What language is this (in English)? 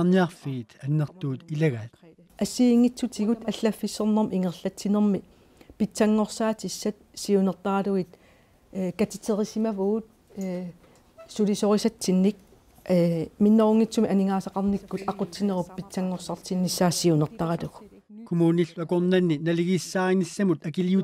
Kalaallisut